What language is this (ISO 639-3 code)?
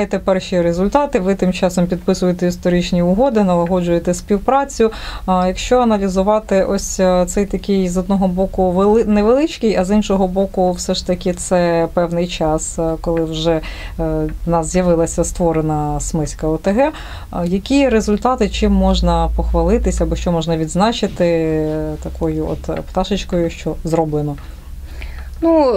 ukr